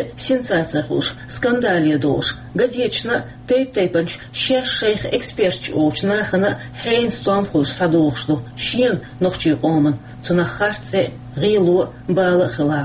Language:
Chechen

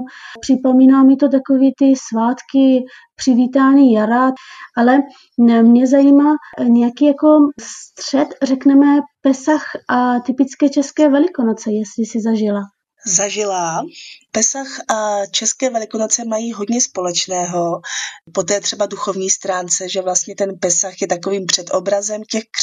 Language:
Czech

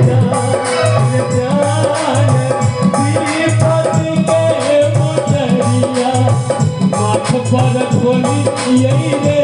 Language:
Maithili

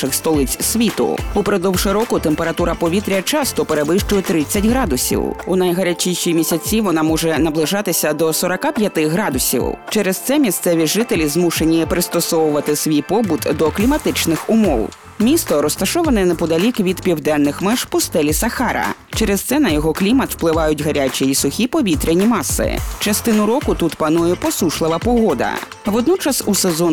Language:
Ukrainian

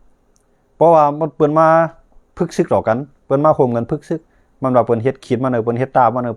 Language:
Shan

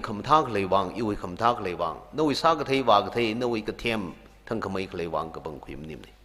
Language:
Tangkhul Naga (India)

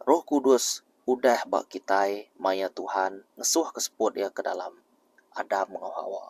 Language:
Iban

